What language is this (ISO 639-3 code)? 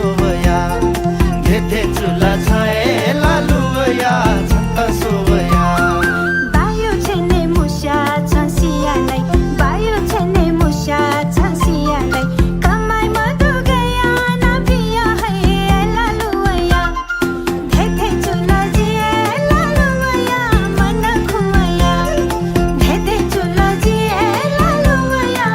new